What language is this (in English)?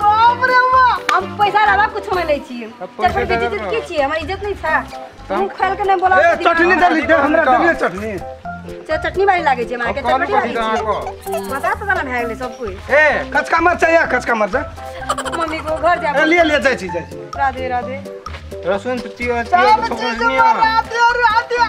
Maithili